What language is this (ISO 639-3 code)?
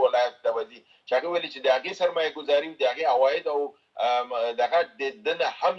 pus